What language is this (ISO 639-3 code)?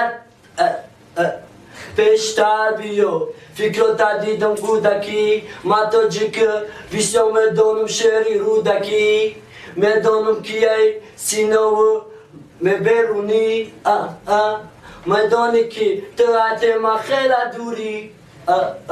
tgk